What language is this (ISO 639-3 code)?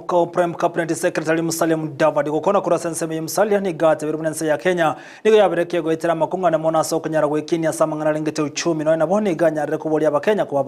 guz